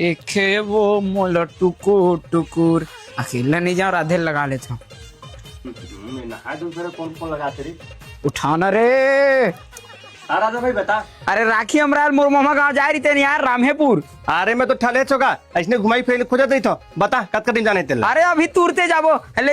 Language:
Chhattisgarhi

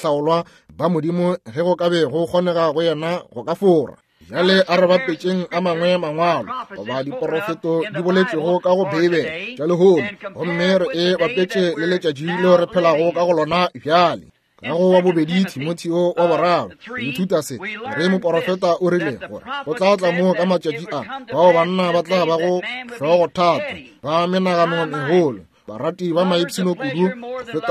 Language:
Northern Sotho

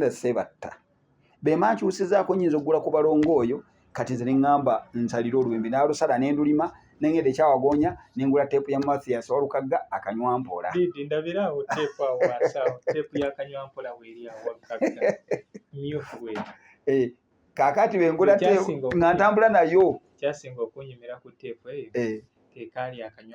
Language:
Ganda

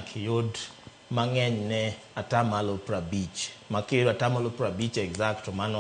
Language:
Luo (Kenya and Tanzania)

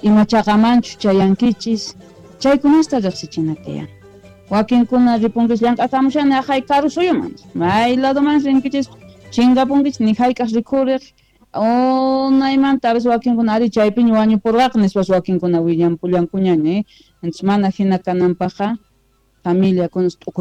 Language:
South Bolivian Quechua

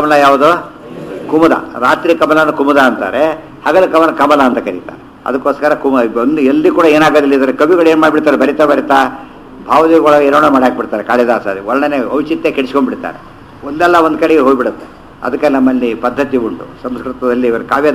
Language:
Kannada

